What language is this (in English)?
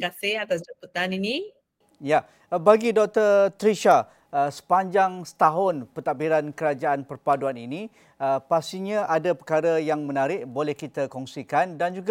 Malay